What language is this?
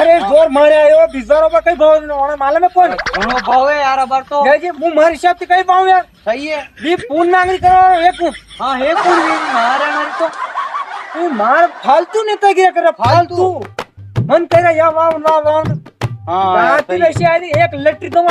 Rajasthani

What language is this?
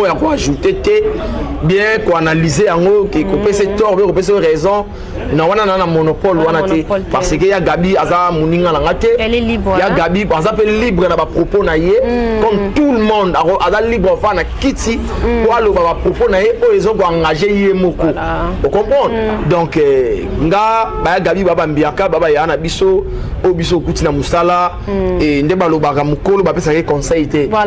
Lingala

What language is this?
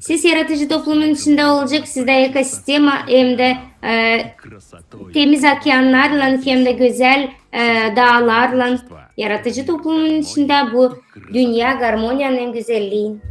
Gagauz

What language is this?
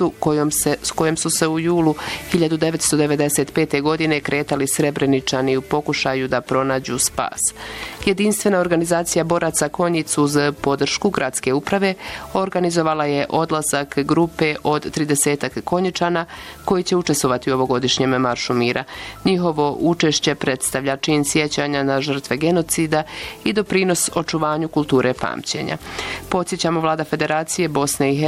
Bosnian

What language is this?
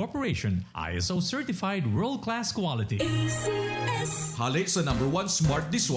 Bikol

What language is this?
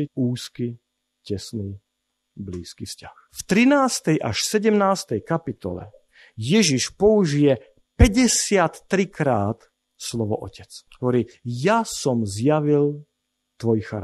Slovak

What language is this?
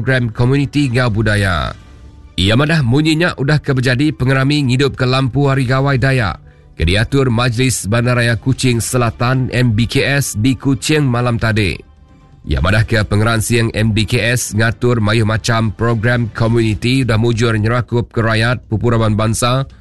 Iban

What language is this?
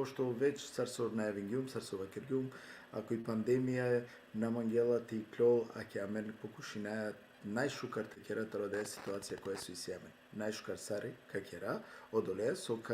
Balkan Romani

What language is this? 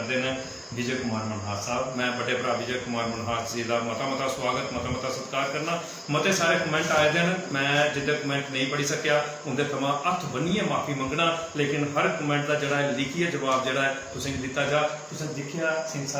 Dogri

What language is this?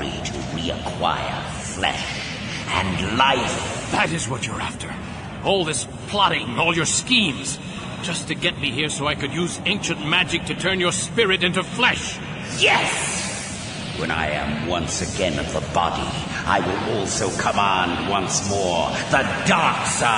English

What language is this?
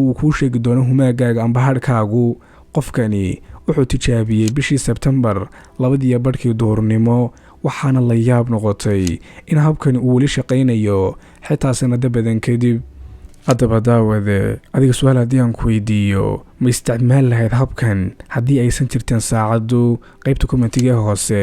Somali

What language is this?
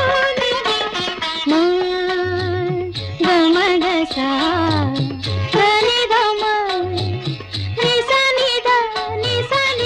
Hindi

